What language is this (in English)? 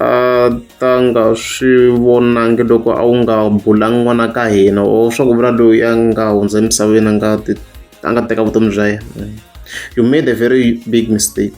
Tsonga